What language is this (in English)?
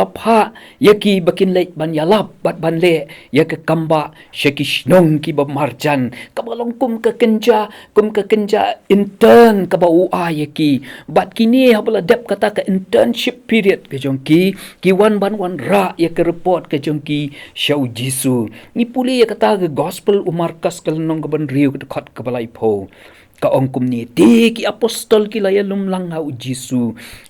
Khasi